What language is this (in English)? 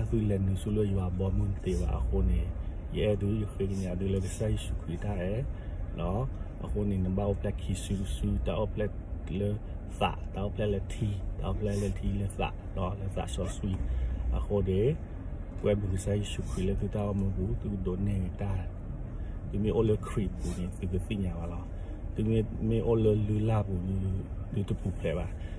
S'gaw Karen